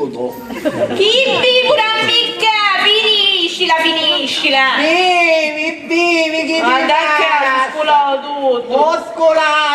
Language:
Sicilian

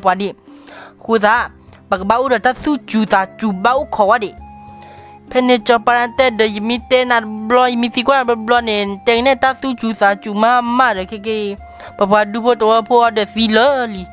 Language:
S'gaw Karen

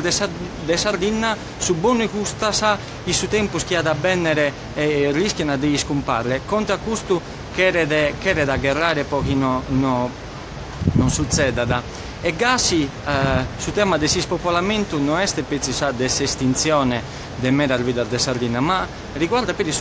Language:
Sardinian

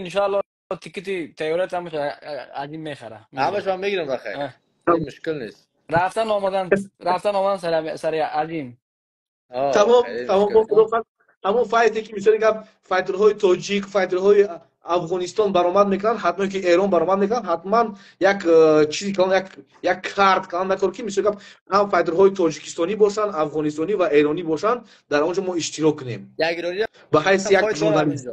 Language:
Persian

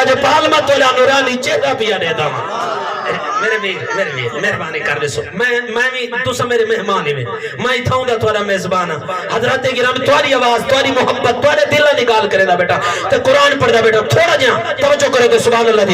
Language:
Saraiki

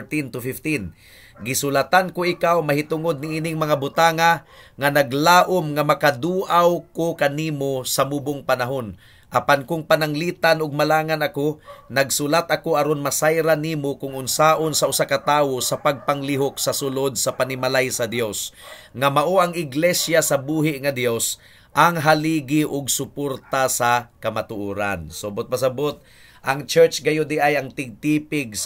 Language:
Cebuano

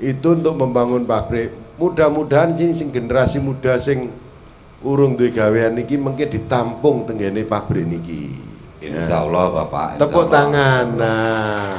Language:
Javanese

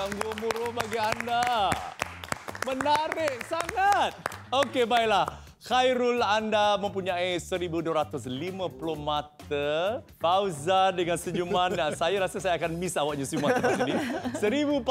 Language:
Malay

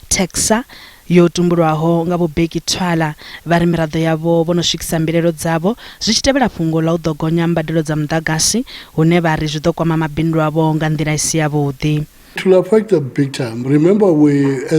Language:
Venda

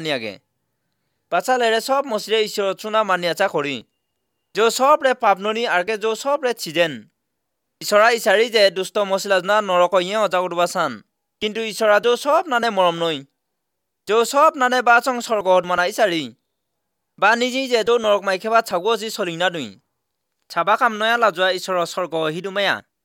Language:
Assamese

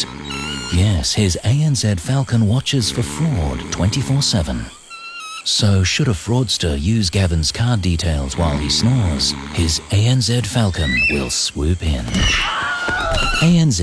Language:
English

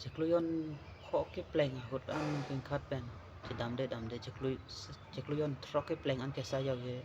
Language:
Karbi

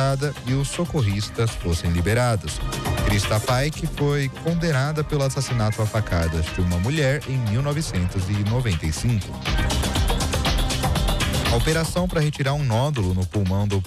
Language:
Portuguese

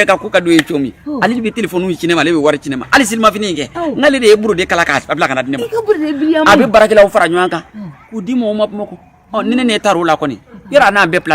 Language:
Bambara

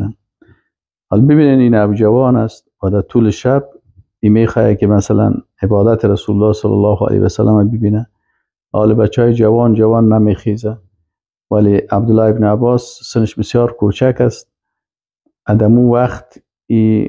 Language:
Persian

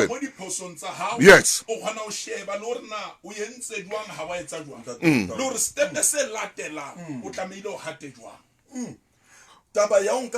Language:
Southern Sotho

